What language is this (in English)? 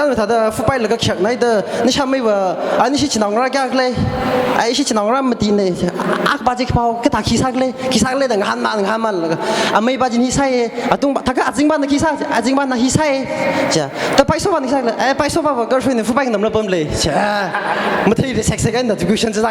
Tangkhul Naga (India)